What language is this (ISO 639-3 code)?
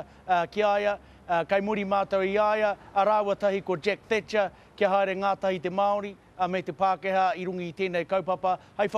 mri